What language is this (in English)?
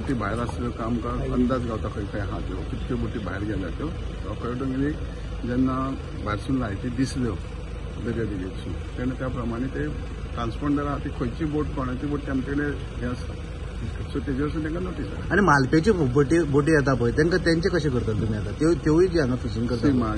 Konkani